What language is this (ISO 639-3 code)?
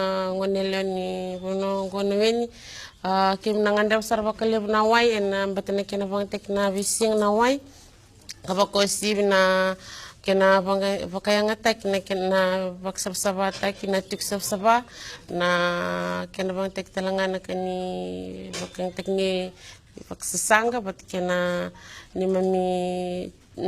fij